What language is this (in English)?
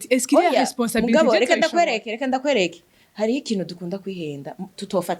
Rundi